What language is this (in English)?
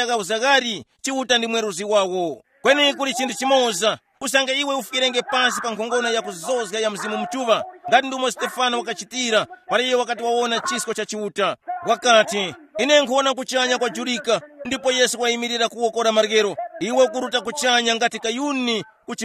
Tumbuka